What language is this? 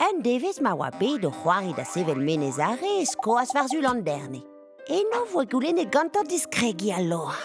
Breton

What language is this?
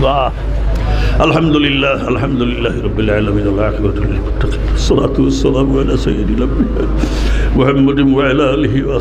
Sylheti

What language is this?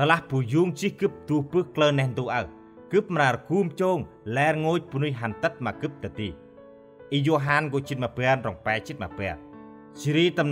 Central Mnong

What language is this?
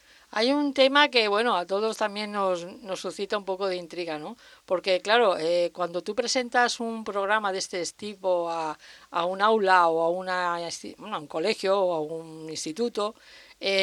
Spanish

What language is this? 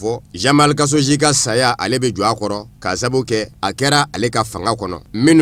Bambara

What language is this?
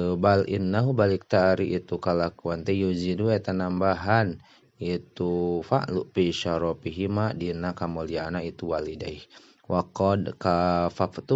Sundanese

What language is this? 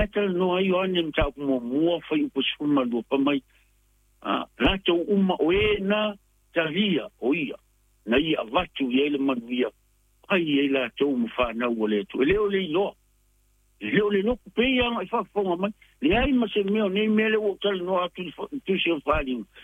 Samoan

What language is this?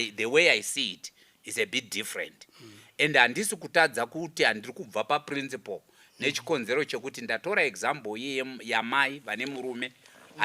Shona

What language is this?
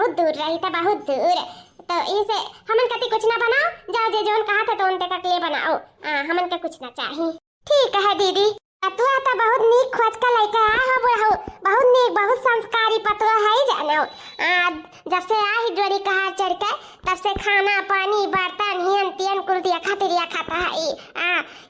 Awadhi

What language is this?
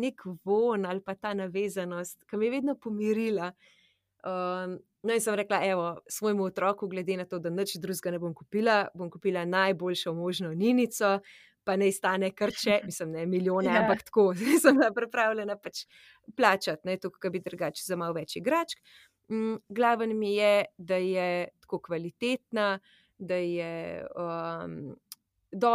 Slovenian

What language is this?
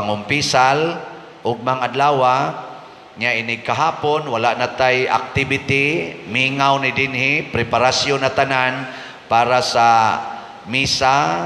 Cebuano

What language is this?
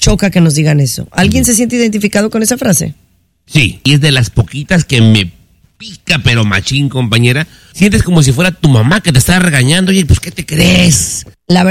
Spanish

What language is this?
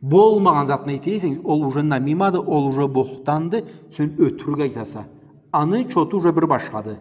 Karachay-Balkar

